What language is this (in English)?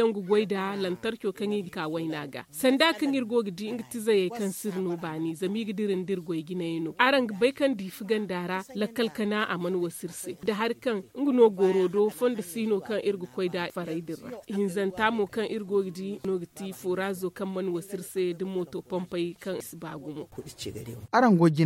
Zarma